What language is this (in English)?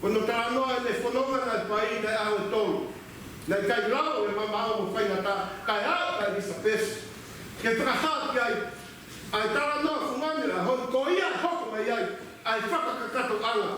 Tongan